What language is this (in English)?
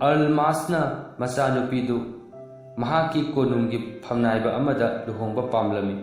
Manipuri